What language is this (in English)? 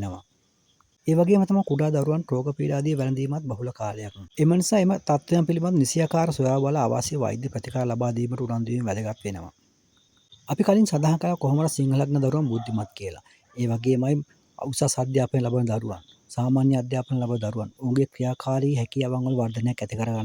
Sinhala